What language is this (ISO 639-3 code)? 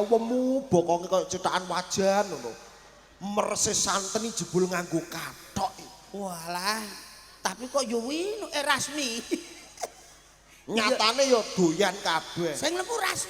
jav